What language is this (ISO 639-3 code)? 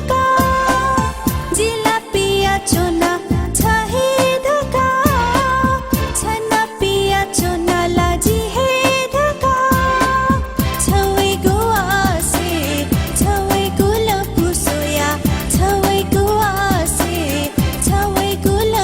new